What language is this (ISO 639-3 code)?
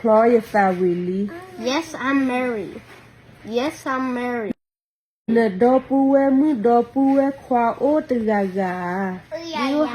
ksw